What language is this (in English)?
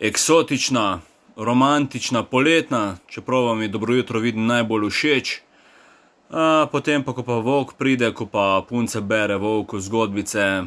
Slovenian